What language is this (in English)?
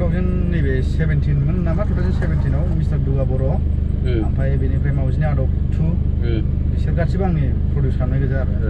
Bodo